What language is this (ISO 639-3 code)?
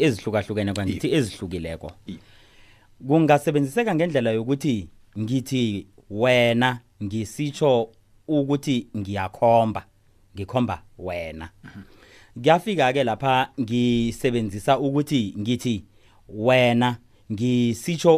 nbl